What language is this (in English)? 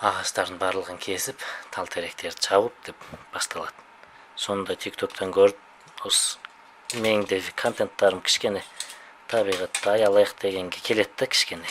Kazakh